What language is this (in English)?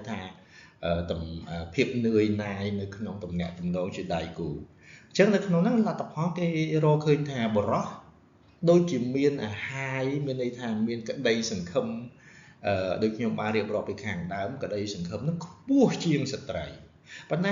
Khmer